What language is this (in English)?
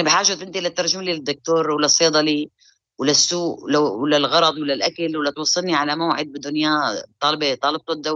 North Levantine Arabic